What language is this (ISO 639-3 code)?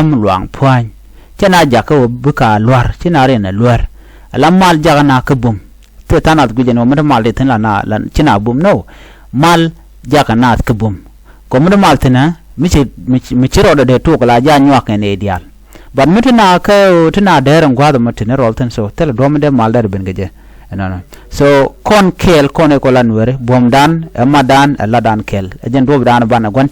nus